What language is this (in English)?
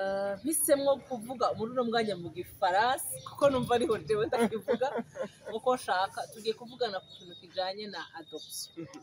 Rundi